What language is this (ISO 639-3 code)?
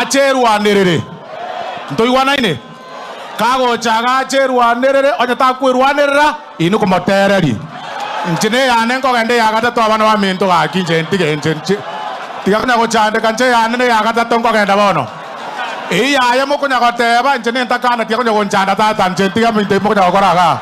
guz